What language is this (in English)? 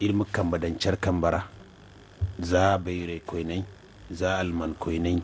Zarma